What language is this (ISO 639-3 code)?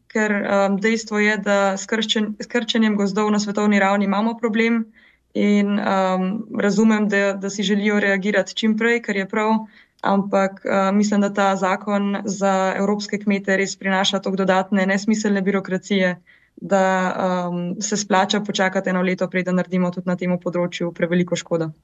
slv